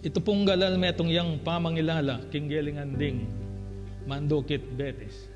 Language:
Pampanga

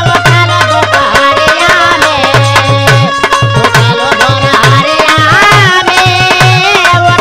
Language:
Bhojpuri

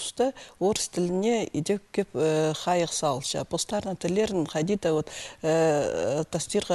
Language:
Khakas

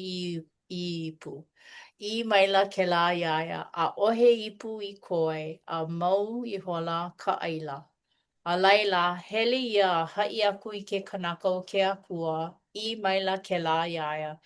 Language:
Hawaiian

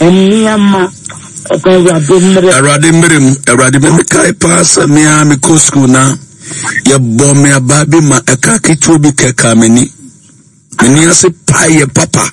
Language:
Akan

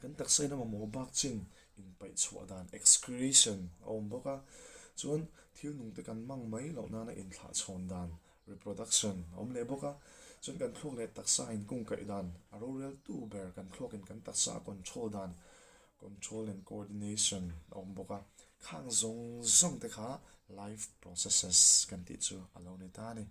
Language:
Mizo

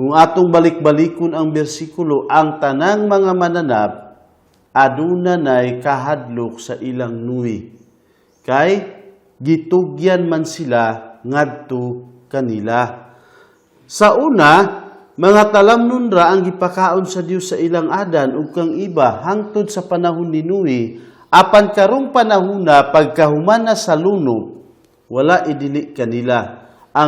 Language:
Cebuano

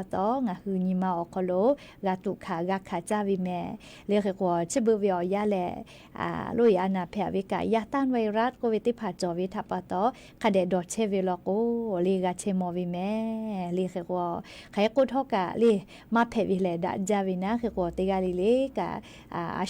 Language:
Lahu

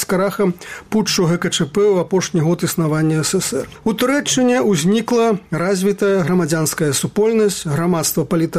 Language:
Belarusian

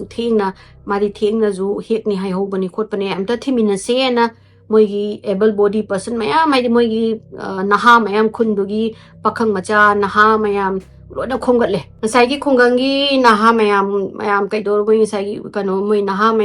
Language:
Manipuri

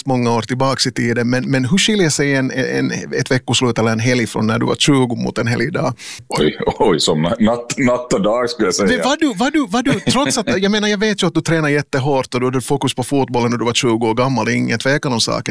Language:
Swedish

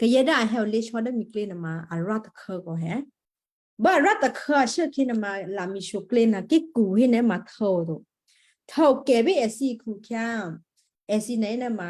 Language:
Western Kayah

